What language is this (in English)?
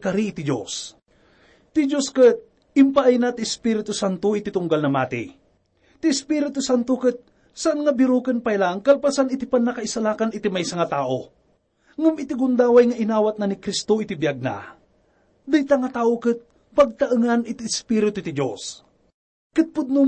Iloko